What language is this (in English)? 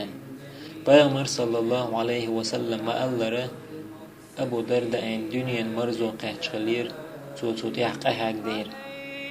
Chechen